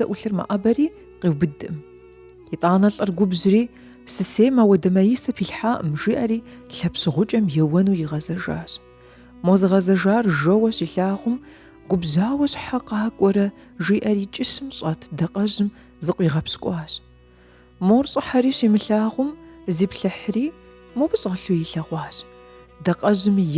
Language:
Kabardian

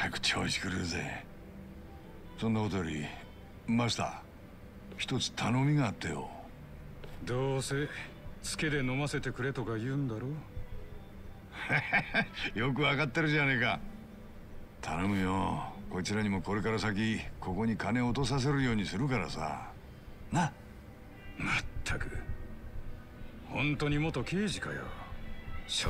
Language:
Japanese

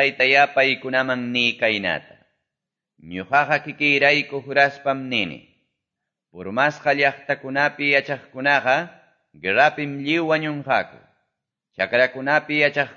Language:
Quechua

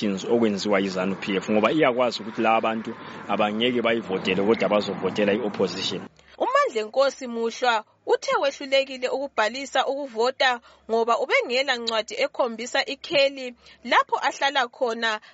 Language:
North Ndebele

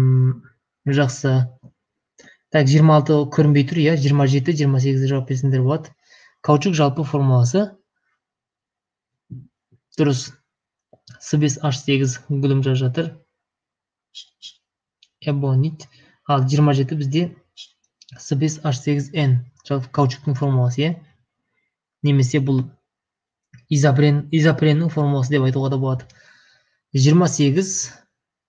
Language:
Kazakh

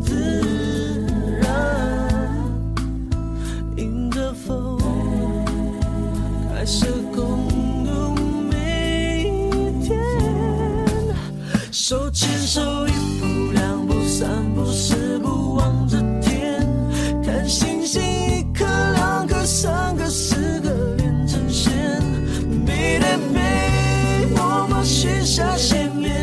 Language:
Chinese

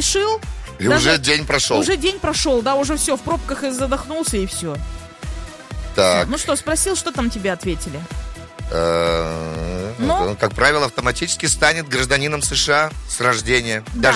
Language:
Russian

